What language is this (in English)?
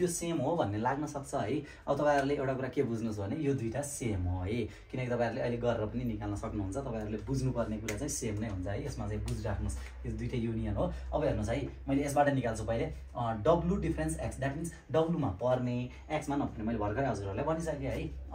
Nepali